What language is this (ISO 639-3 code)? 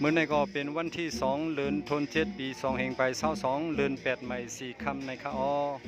shn